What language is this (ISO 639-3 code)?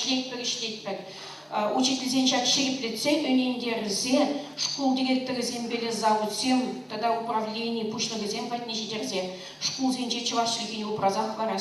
chv